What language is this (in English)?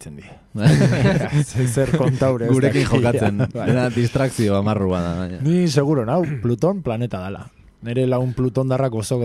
Basque